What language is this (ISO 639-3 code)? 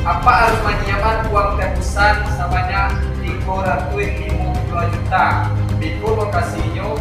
min